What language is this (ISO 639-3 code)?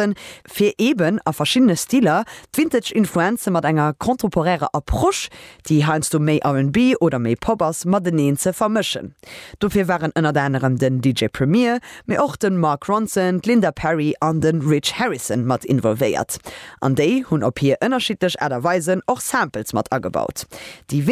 ltz